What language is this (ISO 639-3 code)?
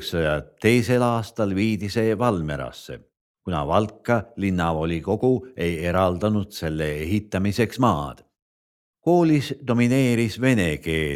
est